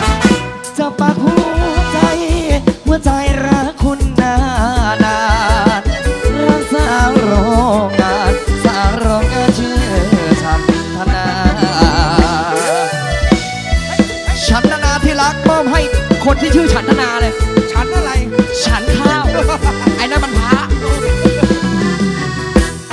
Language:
Thai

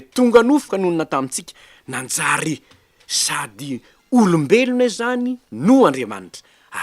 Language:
Malagasy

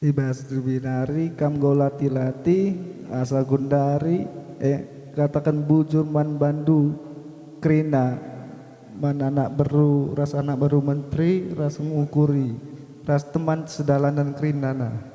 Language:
Batak Karo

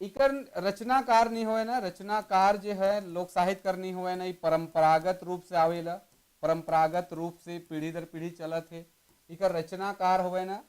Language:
Sadri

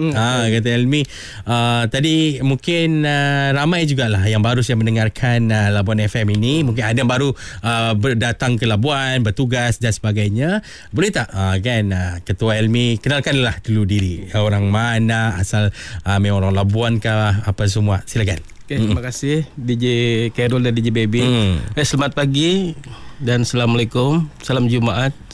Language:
Malay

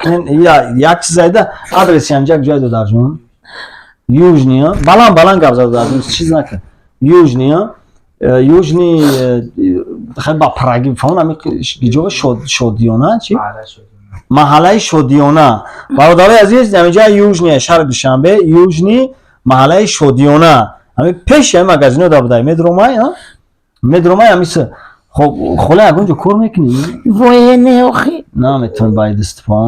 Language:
Tajik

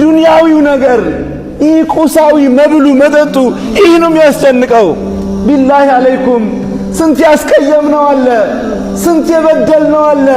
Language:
Amharic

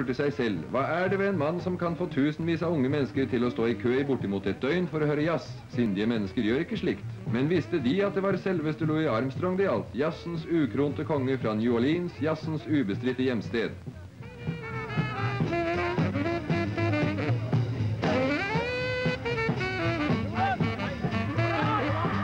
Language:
Norwegian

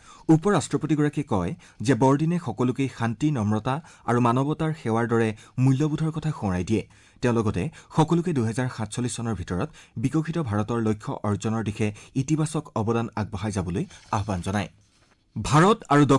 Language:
Assamese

